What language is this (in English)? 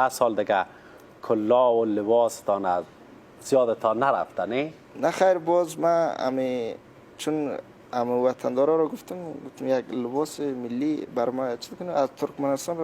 Persian